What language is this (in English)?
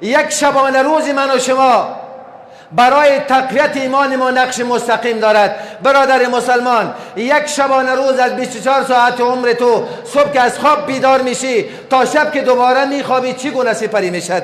Persian